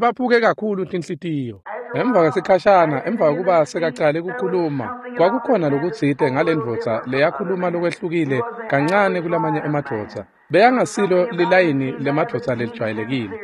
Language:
Swati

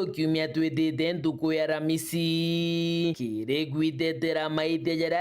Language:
Meru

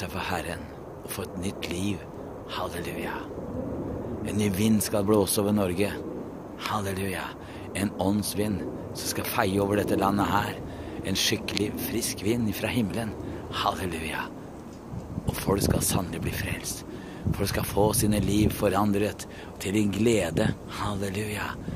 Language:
Norwegian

